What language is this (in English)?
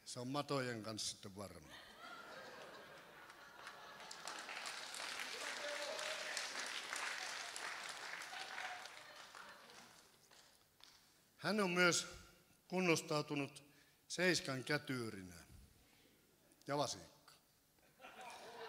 Finnish